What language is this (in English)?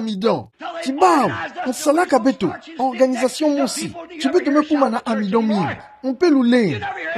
Kituba (Democratic Republic of Congo)